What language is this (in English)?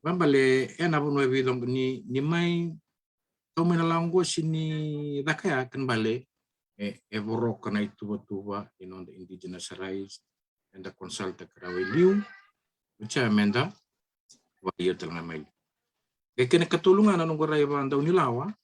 Fijian